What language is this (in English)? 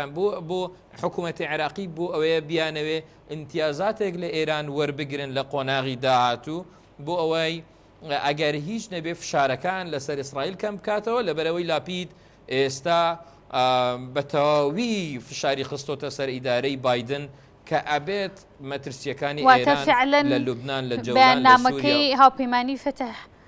Central Kurdish